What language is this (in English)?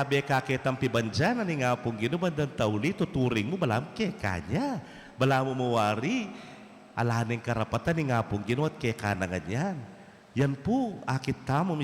Pampanga